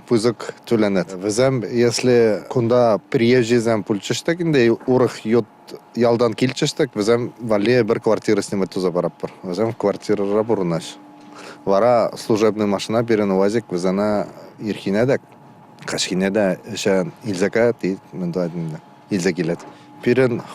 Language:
Chuvash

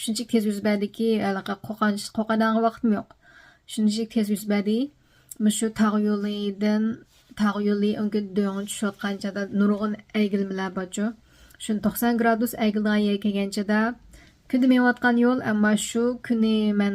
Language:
Uyghur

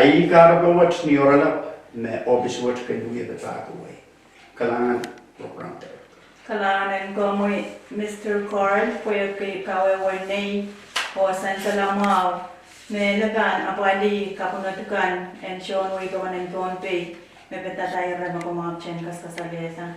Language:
Pohnpeian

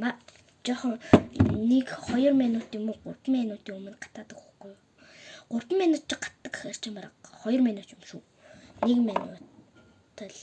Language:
Mongolian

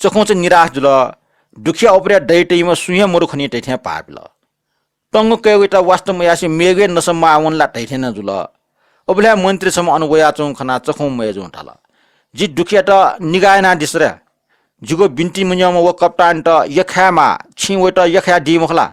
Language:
Newari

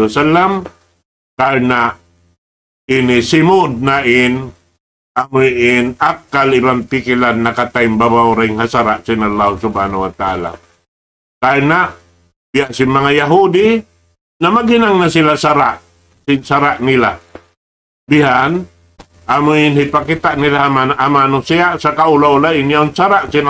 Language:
Tausug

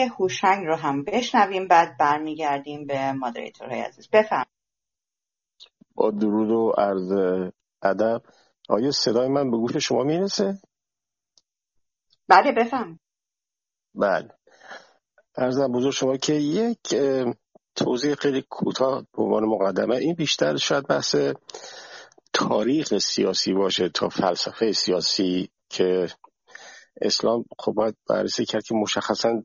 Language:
Persian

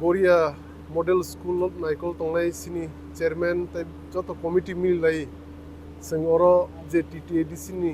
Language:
Kok Borok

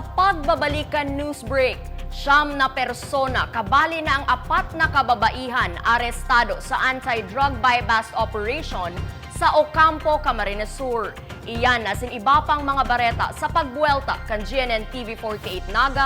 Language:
Bikol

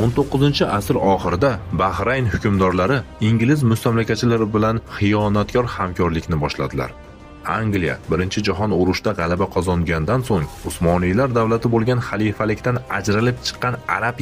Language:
Uzbek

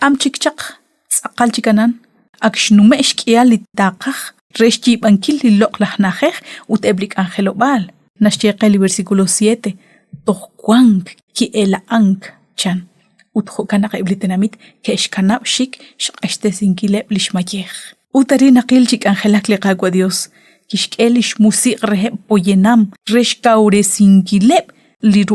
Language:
Kekchí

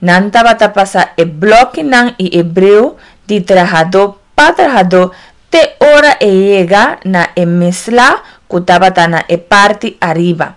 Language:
Papiamento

